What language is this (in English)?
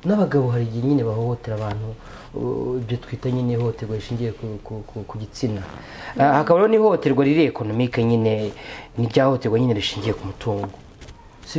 Kinyarwanda